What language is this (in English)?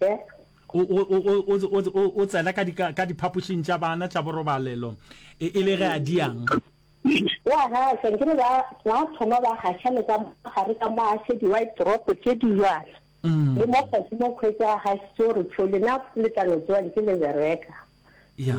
Northern Sotho